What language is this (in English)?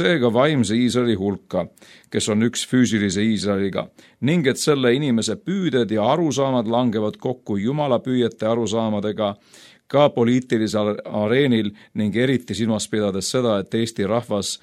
Estonian